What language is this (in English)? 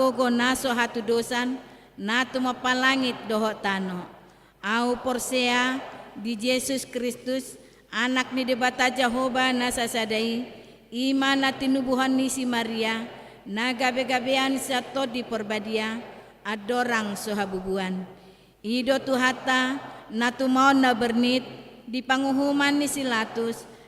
Batak Toba